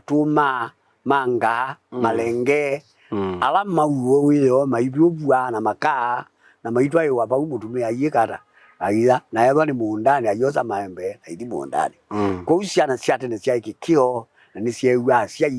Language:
Kamba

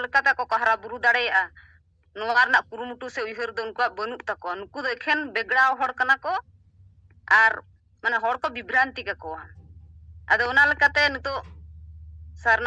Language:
Santali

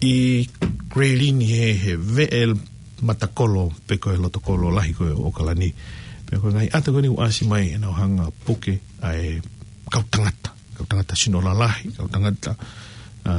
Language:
Tongan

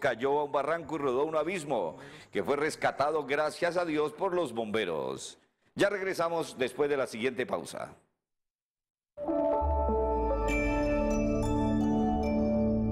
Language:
Spanish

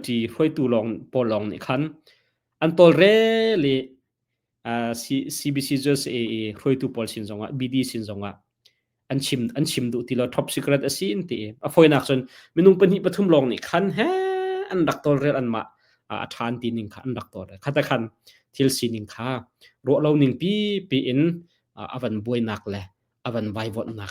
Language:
Hakha Chin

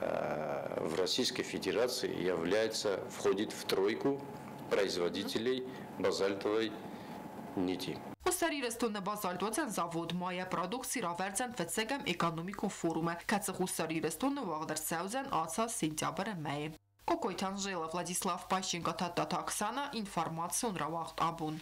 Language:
Ossetic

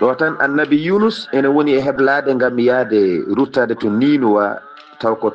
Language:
Fula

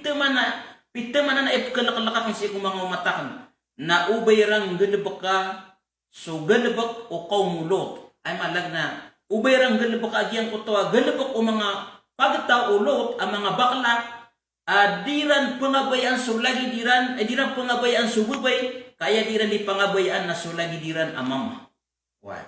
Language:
Maranao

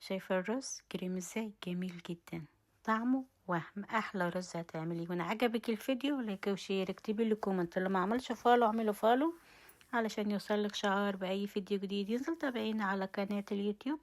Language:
Egyptian Arabic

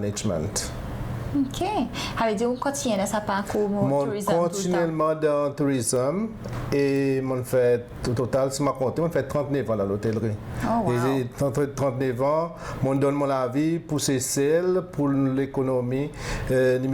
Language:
Seselwa Creole French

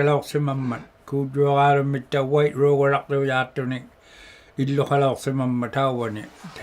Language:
Inuktitut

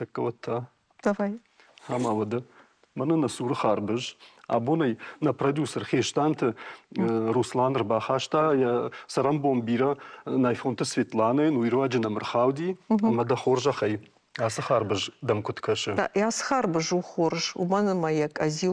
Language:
Ossetic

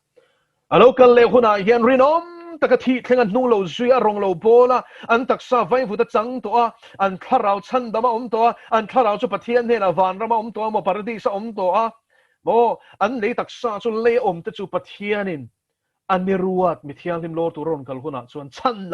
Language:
Mizo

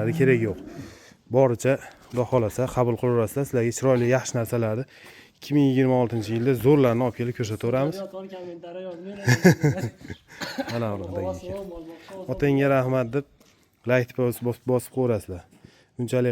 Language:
Uzbek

